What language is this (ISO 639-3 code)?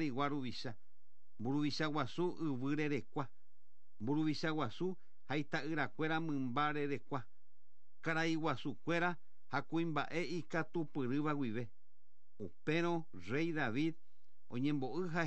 grn